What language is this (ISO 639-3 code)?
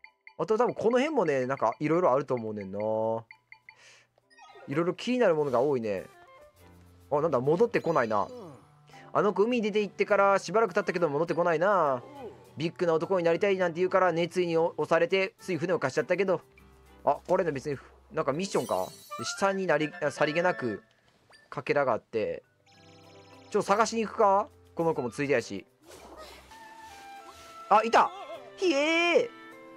jpn